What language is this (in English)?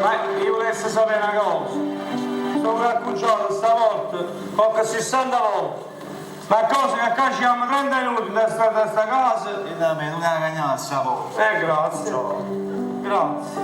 Neapolitan